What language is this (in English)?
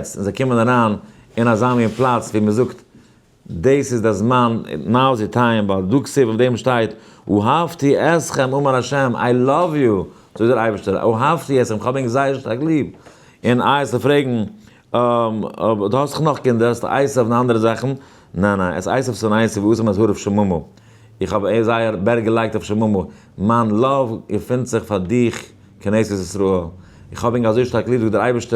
Yiddish